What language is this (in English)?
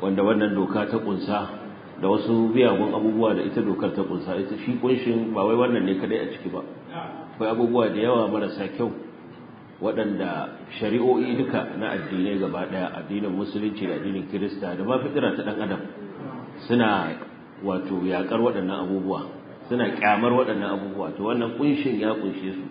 Hausa